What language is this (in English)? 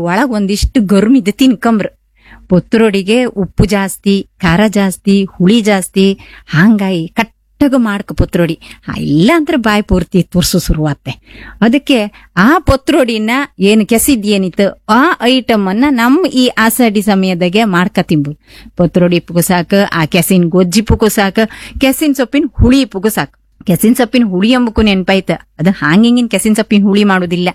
Kannada